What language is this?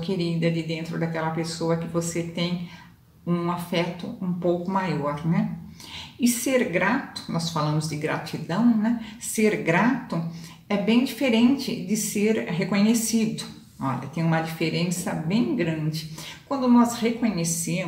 Portuguese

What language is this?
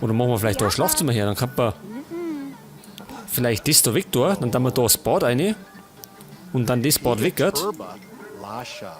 Bavarian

